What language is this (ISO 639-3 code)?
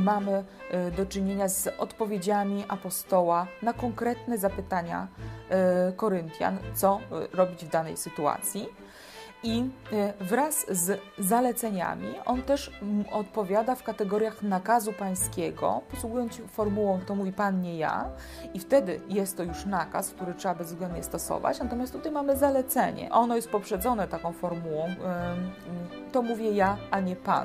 pol